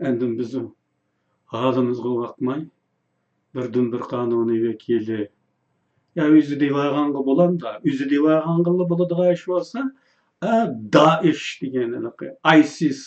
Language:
Uyghur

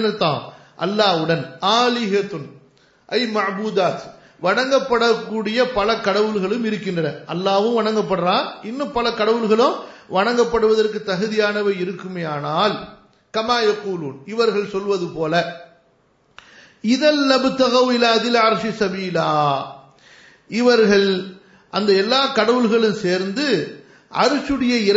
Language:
Tamil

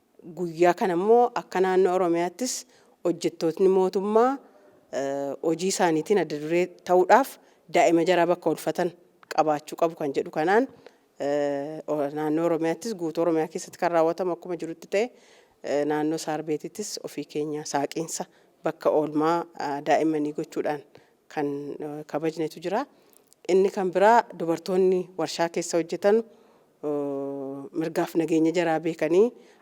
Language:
Oromo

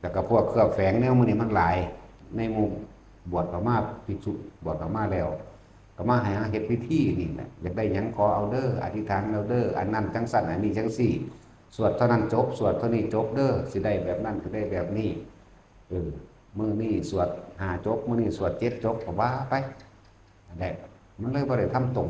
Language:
Northeastern Thai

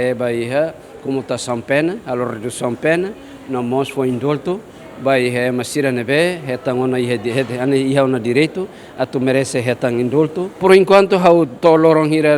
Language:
Tetum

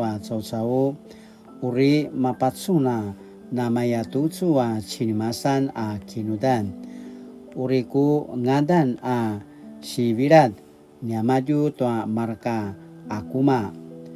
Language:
Paiwan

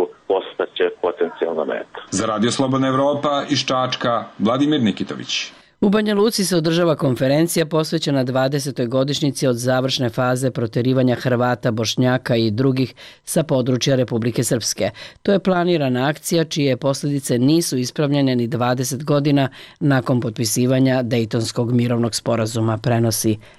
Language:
Serbian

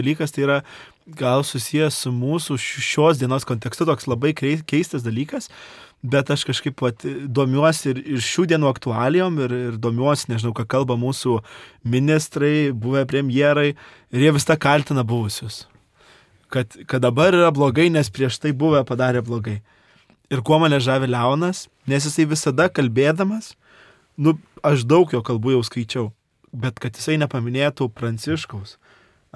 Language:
Lithuanian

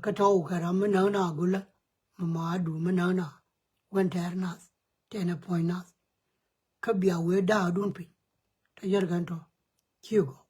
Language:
Nuer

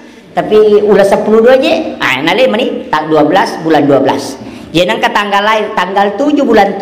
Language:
Buginese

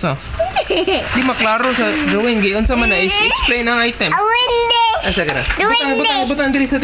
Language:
Cebuano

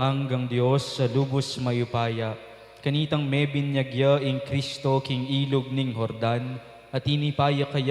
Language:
Pampanga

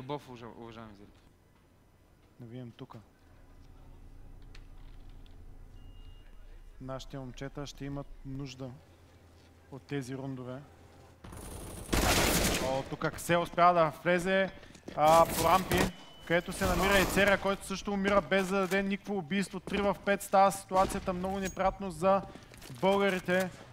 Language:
Bulgarian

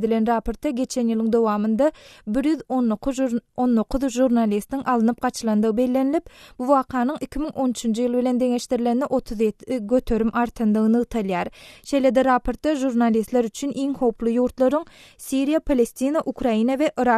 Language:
Turkmen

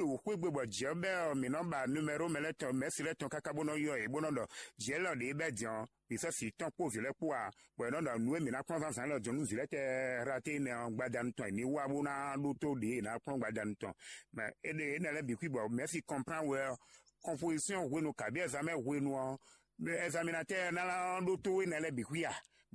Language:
Fon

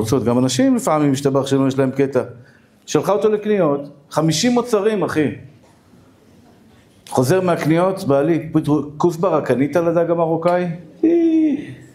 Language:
Hebrew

